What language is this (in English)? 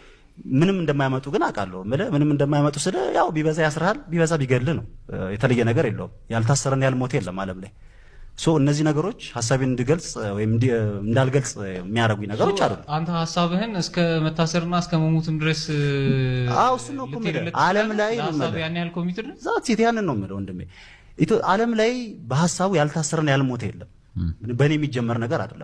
Amharic